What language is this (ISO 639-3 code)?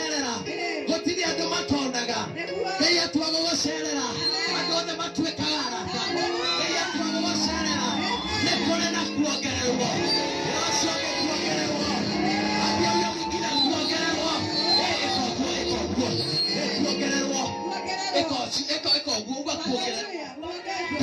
kik